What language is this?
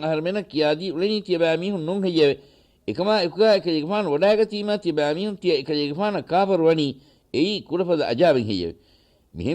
Divehi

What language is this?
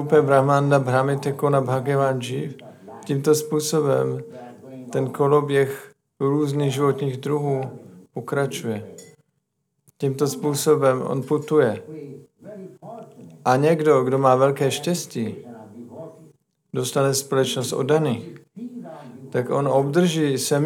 Czech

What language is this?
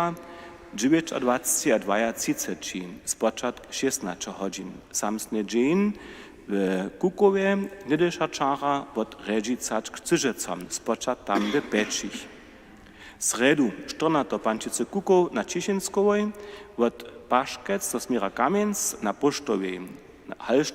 Upper Sorbian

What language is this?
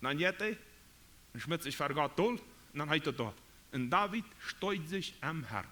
Plautdietsch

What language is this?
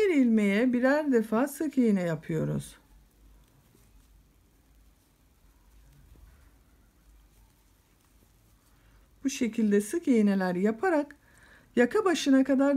Turkish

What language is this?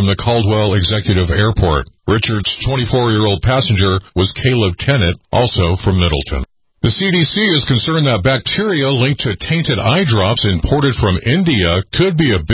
English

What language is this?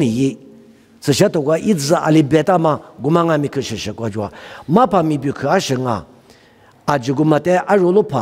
Lisu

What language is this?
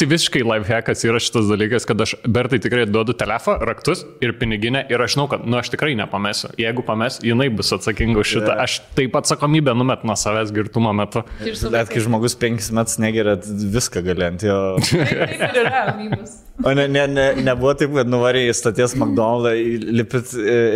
Lithuanian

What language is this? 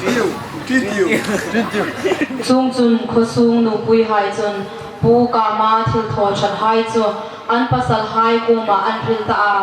Hmar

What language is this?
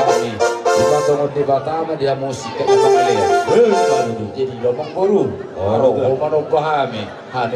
Batak Toba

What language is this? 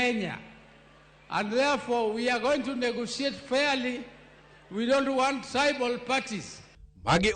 Luo (Kenya and Tanzania)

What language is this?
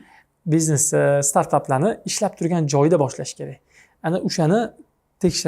Uzbek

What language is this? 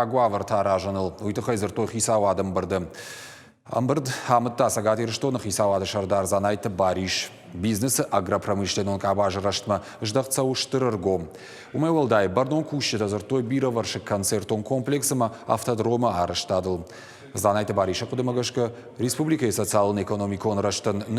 Ossetic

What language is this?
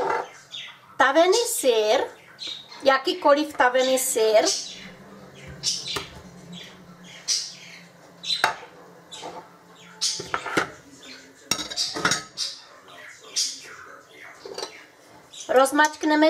Czech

